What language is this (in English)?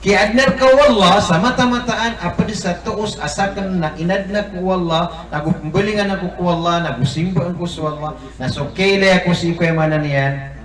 Maranao